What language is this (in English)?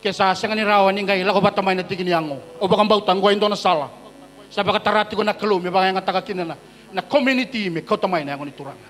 Fijian